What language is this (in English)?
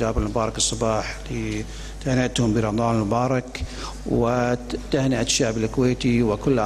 Gulf Arabic